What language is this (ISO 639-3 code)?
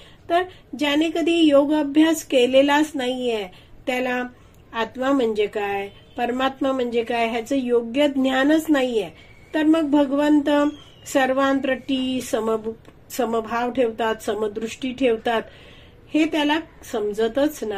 mar